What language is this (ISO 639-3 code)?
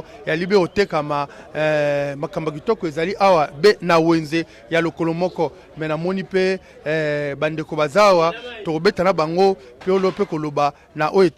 lin